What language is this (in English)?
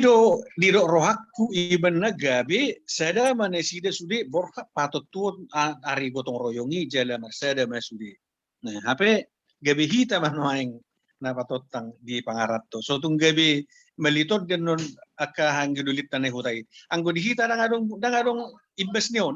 Batak Toba